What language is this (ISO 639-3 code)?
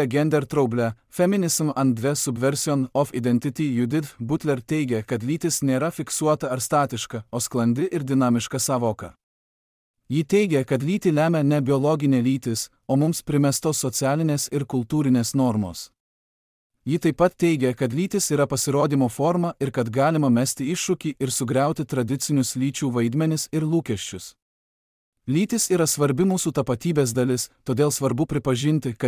lit